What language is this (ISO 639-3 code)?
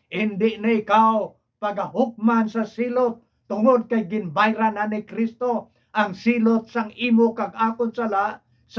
hil